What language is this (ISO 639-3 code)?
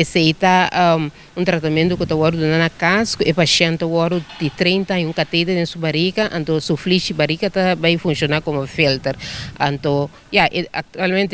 pap